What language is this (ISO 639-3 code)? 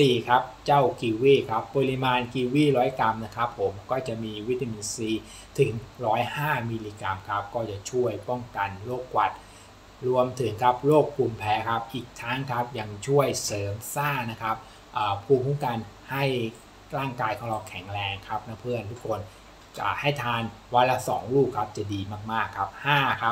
tha